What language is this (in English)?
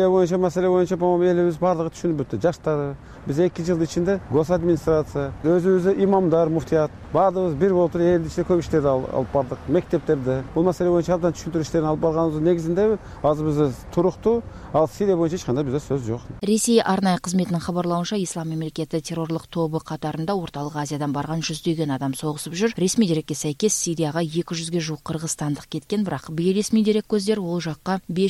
Kyrgyz